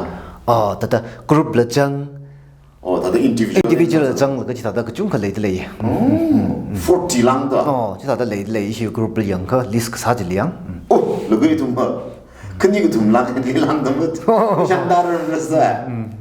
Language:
Tangkhul Naga (India)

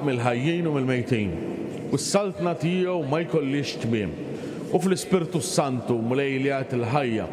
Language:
Maltese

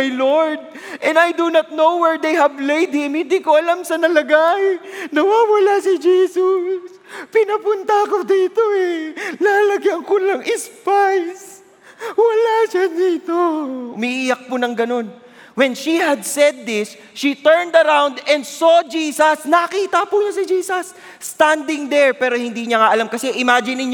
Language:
Filipino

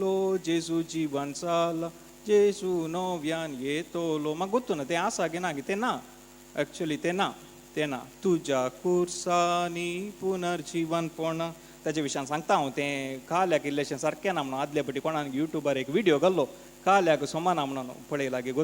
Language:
Konkani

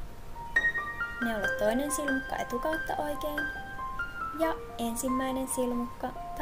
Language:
Finnish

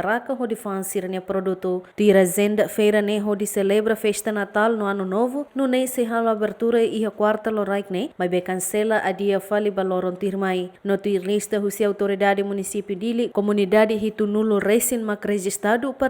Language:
Tetum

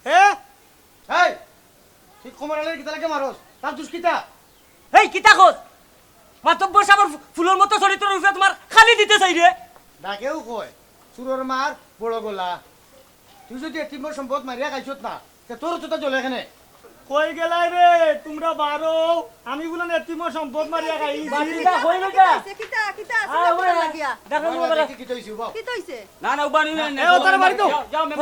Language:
Sylheti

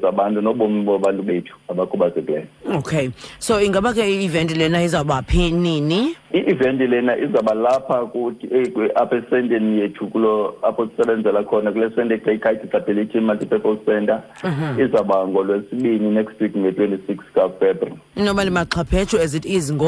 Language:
Xhosa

